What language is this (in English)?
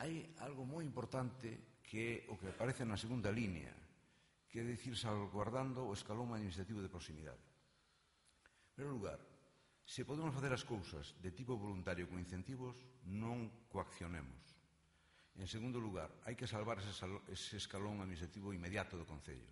Galician